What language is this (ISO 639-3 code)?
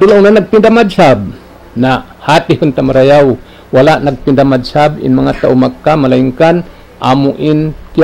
tsg